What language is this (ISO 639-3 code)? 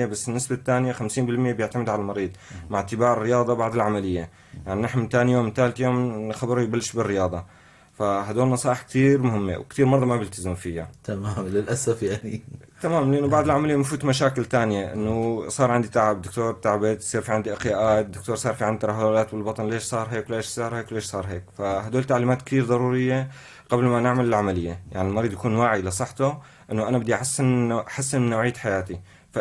apc